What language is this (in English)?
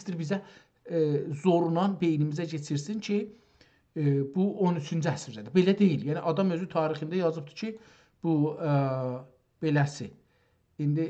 South Azerbaijani